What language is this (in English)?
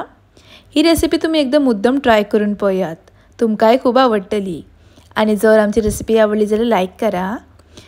Konkani